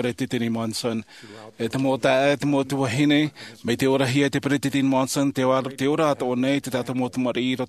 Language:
Tahitian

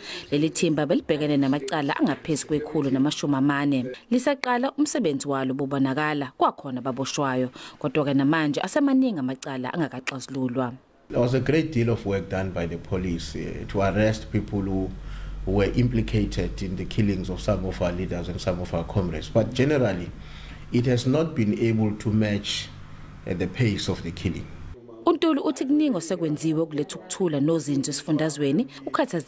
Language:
Zulu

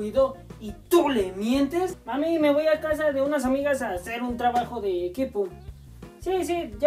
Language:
Spanish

